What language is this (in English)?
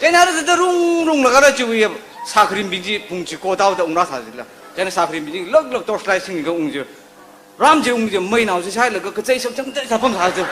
Tangkhul Naga (India)